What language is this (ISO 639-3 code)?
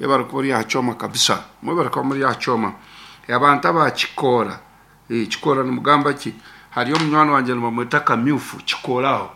nyn